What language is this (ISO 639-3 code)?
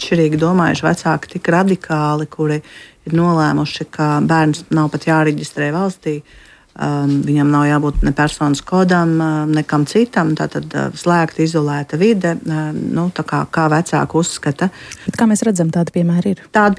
lav